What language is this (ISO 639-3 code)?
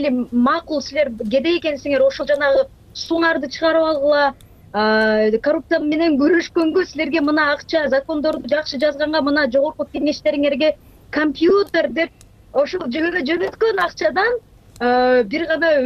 kir